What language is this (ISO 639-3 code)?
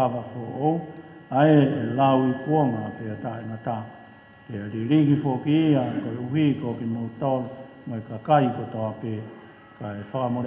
ton